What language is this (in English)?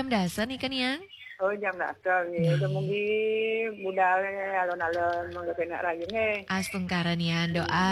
Balinese